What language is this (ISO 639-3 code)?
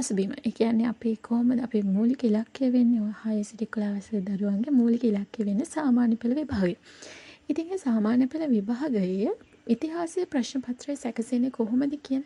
sin